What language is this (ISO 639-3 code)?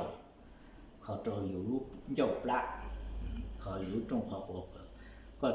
hmn